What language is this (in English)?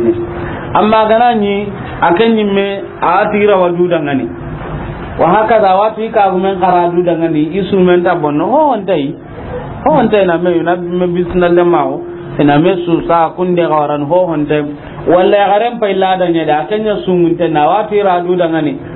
Soninke